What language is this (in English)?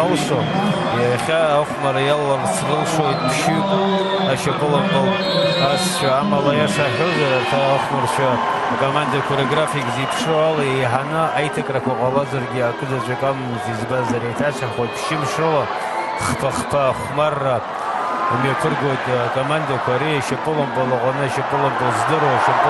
Abkhazian